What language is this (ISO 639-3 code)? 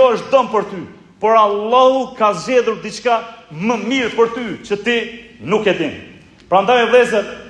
sqi